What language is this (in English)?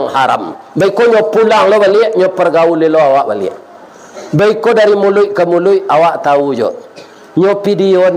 Minangkabau